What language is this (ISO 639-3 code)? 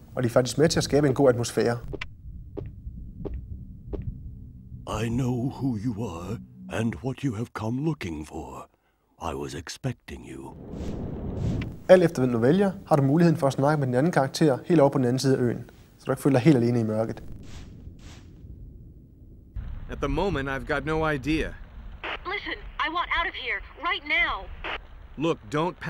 dan